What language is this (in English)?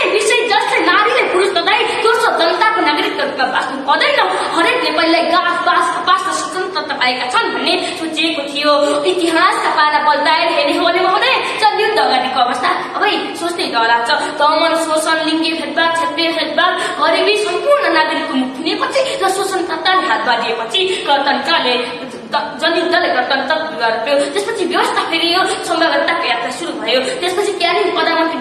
Nepali